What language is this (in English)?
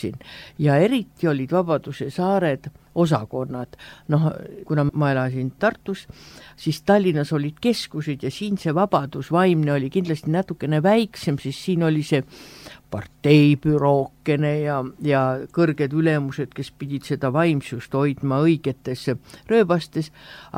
Estonian